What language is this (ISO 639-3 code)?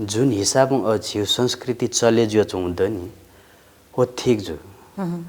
new